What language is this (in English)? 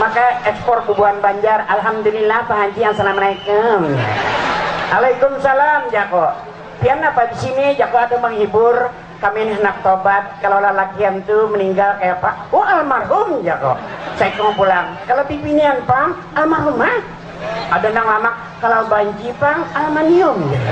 Banjar